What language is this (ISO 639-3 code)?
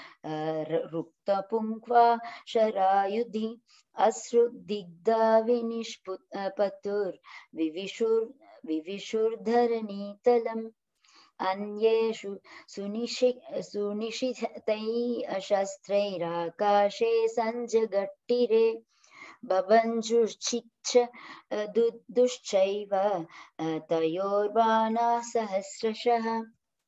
san